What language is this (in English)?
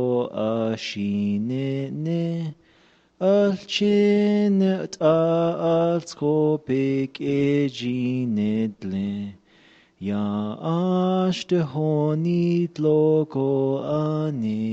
Navajo